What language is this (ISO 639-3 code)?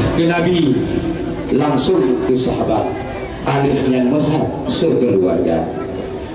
ace